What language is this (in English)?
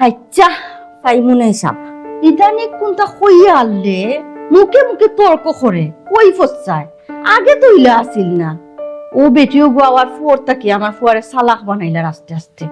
Sylheti